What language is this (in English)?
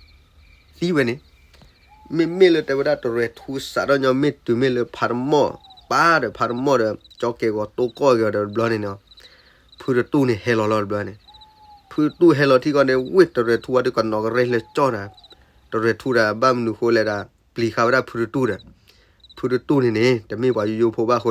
S'gaw Karen